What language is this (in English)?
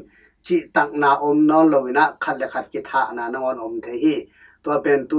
Tedim Chin